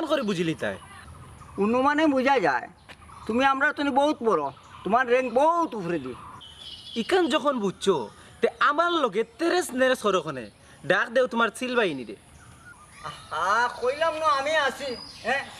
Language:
Sylheti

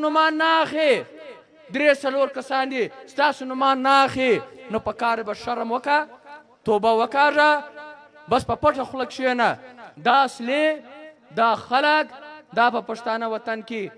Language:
Pashto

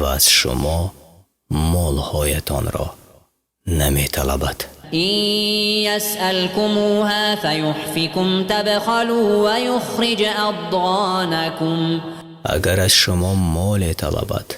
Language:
Tajik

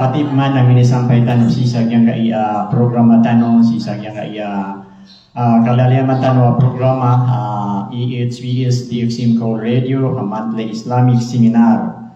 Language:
Maranao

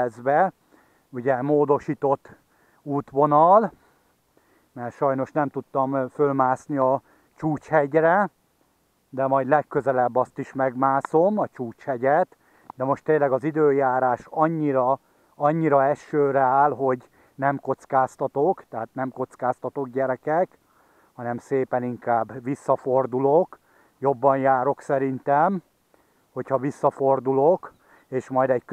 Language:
Hungarian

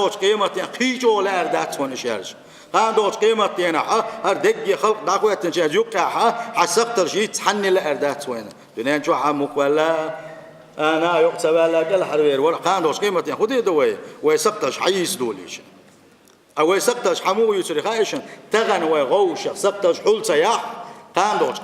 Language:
Chechen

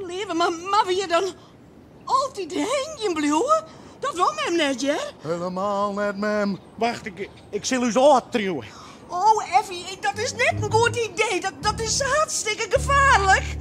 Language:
Western Frisian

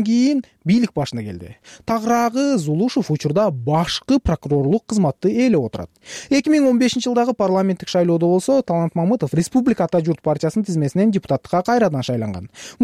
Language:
Kyrgyz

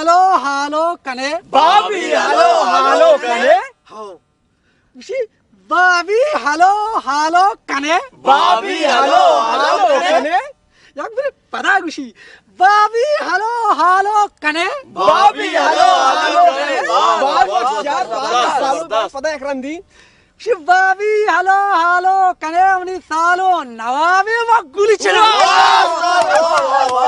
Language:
Baluchi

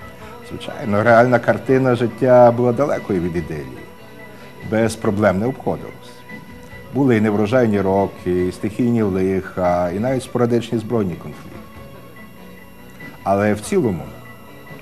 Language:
Ukrainian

